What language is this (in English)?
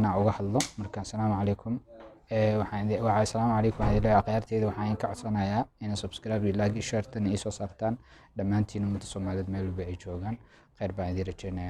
Somali